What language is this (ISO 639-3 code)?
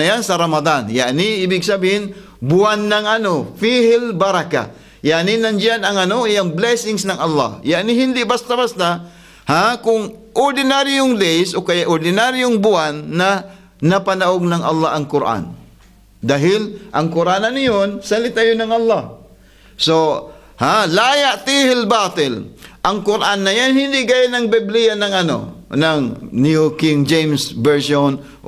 fil